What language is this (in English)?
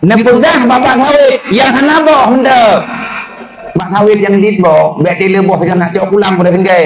Achinese